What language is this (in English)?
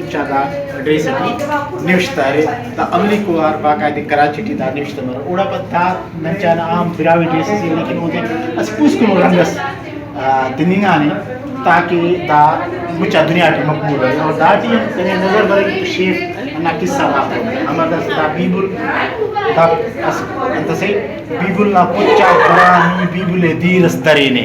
Brahui